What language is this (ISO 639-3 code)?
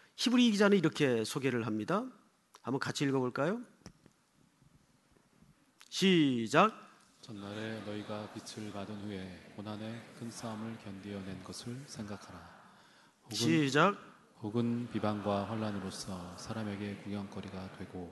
kor